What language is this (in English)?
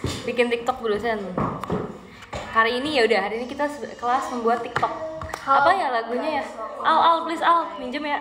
Indonesian